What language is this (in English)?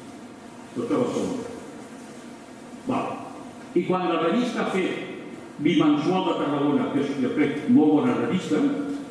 Catalan